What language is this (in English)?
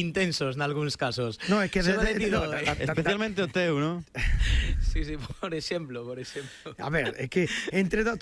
Galician